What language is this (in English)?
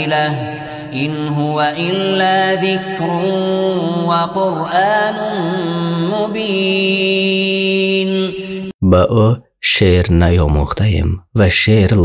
Tajik